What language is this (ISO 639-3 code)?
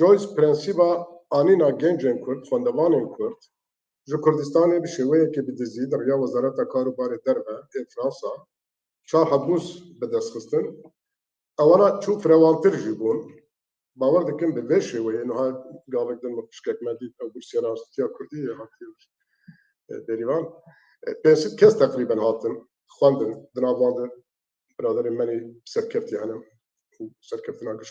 kur